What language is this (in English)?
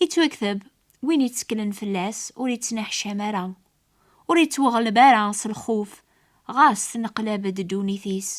Kabyle